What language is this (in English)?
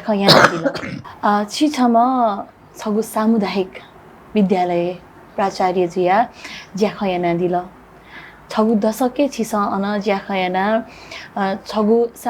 Newari